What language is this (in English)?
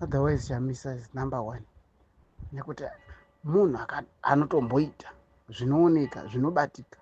Shona